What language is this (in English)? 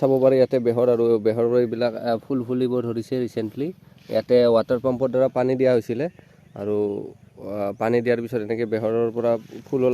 Assamese